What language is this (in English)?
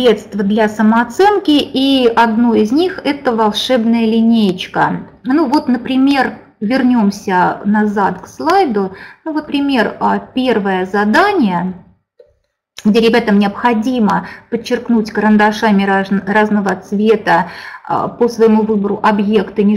Russian